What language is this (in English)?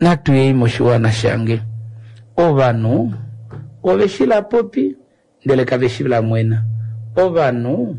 Kuanyama